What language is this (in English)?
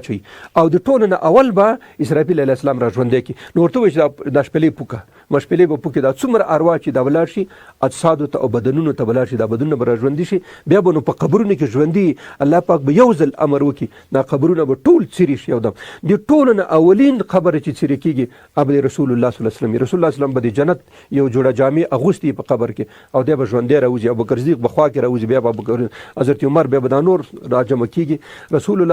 Pashto